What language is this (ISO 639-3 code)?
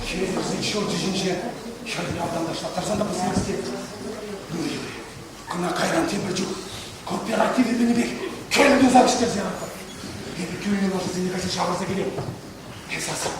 chv